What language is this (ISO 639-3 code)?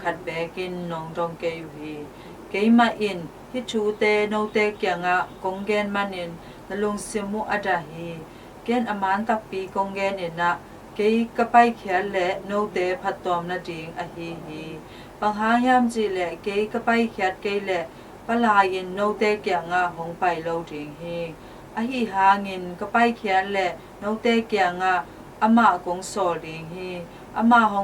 ctd